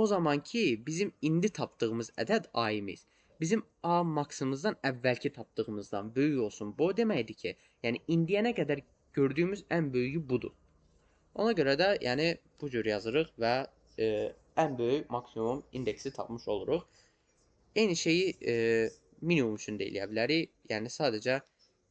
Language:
Azerbaijani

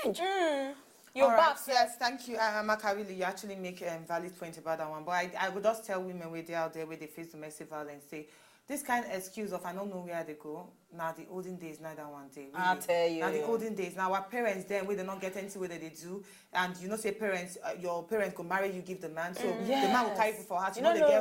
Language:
Nigerian Pidgin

